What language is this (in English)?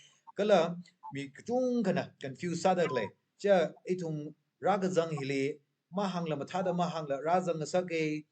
Tangkhul Naga (India)